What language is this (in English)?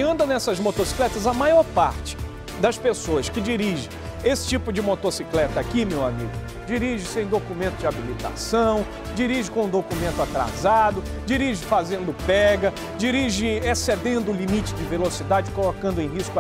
Portuguese